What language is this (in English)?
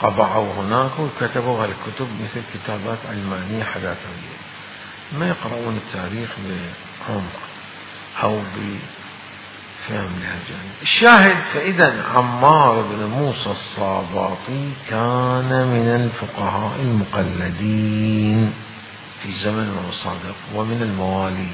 Mesopotamian Arabic